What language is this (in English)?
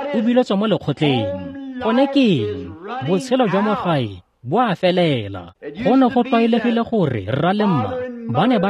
Tswana